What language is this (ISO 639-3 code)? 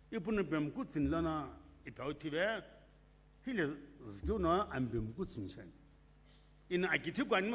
nsm